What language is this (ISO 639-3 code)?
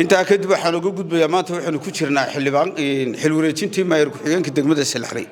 som